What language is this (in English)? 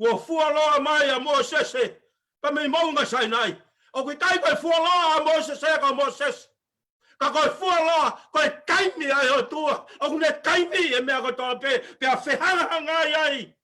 Tongan